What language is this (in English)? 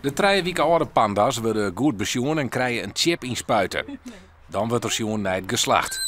Western Frisian